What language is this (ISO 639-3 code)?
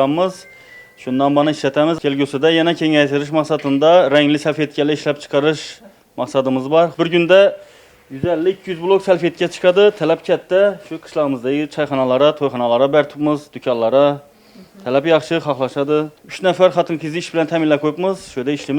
uzb